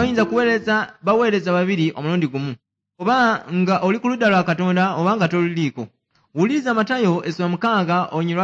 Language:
Ganda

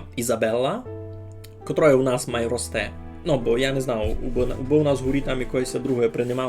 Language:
Rusyn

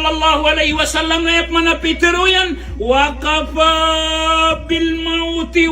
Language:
Maranao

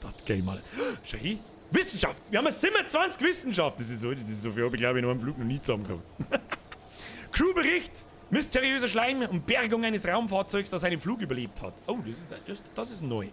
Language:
Bavarian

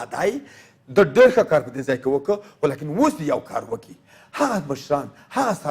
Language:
Pashto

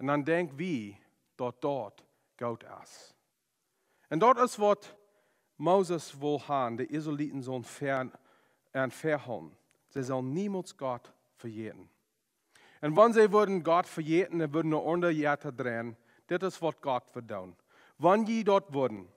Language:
Plautdietsch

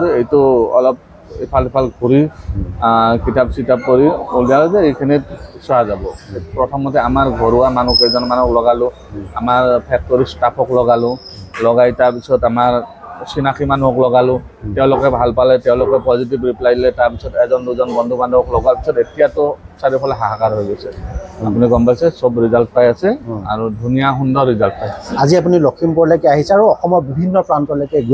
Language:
Assamese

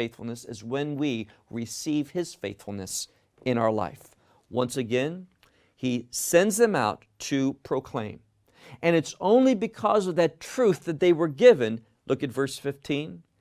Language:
English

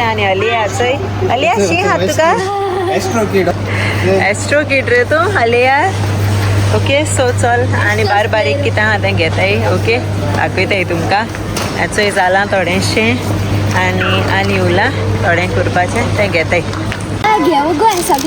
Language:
Konkani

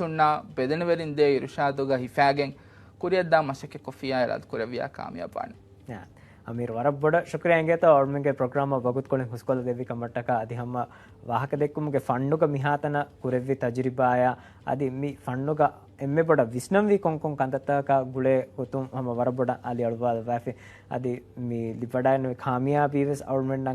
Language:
Divehi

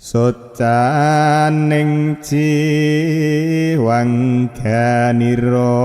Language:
Javanese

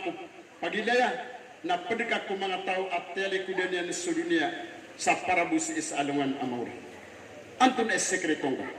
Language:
Maranao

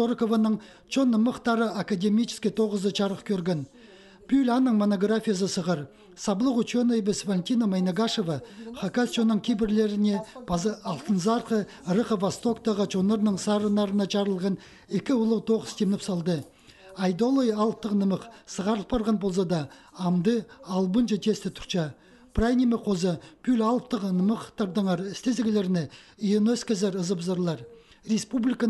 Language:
Khakas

